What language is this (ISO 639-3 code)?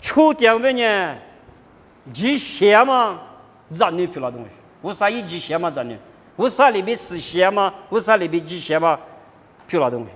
lis